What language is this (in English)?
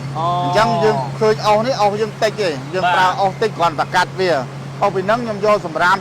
Khmer